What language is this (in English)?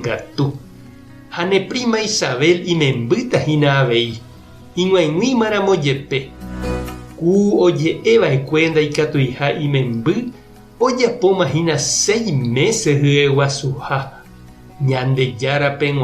Guarani